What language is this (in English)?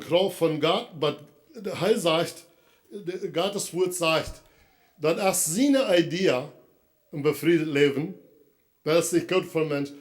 Plautdietsch